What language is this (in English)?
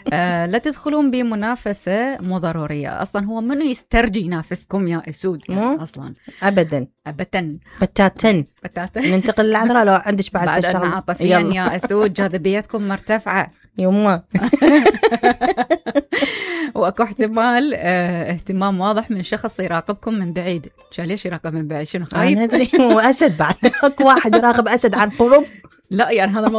Mesopotamian Arabic